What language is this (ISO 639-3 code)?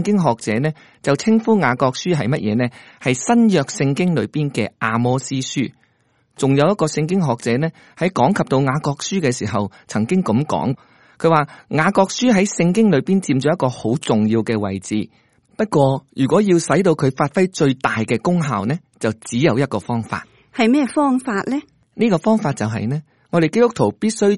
yue